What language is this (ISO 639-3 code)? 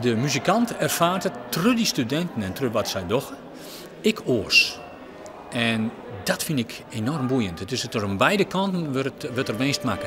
fry